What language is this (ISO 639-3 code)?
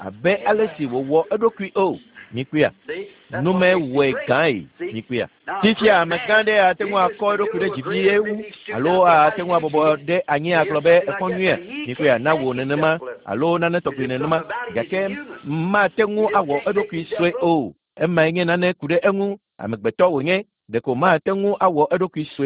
ewe